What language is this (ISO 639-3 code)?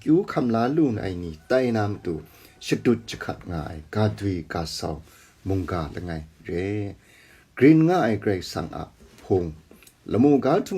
kac